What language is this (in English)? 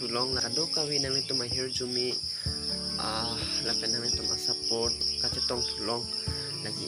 Karbi